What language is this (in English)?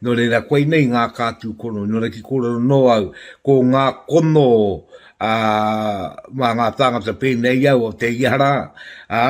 Māori